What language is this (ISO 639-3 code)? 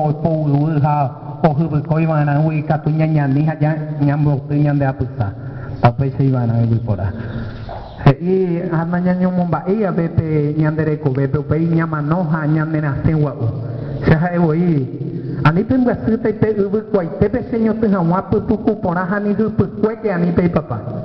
grn